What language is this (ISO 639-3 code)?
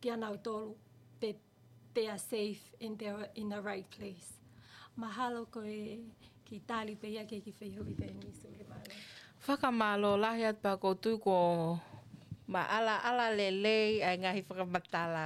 ton